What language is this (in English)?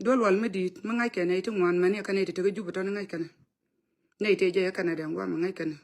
Nuer